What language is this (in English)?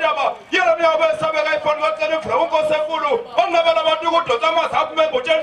Zulu